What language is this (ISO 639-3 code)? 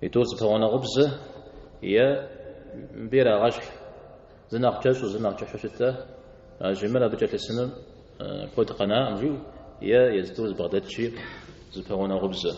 kbd